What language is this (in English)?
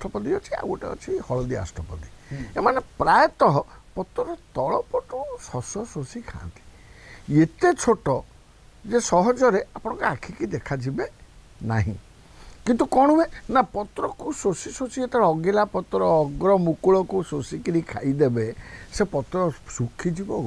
Odia